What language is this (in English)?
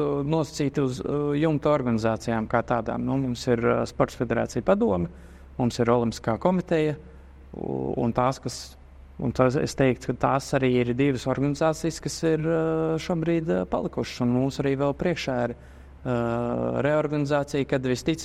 Latvian